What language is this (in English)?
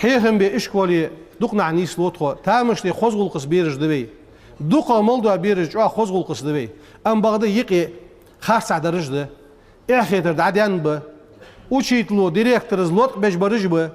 Ingush